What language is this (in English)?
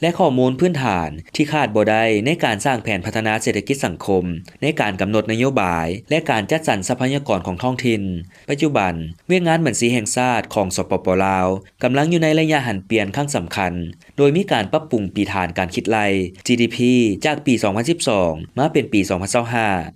Lao